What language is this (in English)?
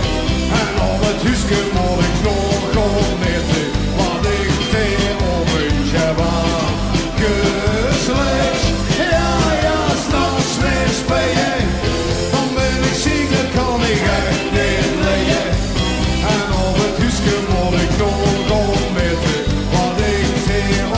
Limburgish